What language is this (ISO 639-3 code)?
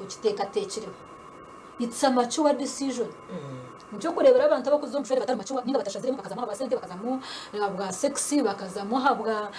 nyn